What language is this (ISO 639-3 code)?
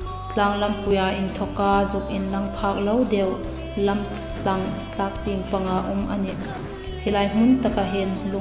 hmr